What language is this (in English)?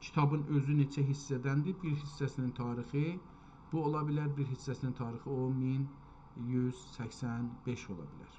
South Azerbaijani